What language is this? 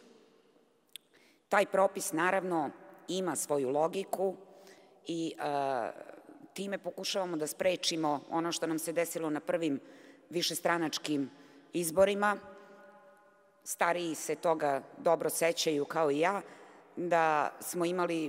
Serbian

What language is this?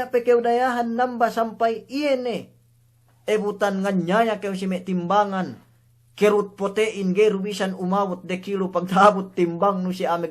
Yakan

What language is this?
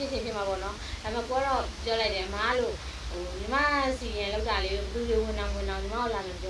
Burmese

